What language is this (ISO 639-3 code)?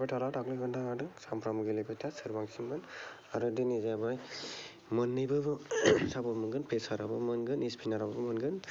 brx